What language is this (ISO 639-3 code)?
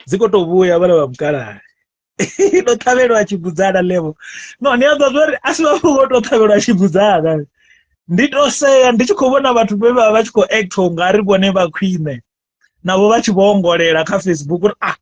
ven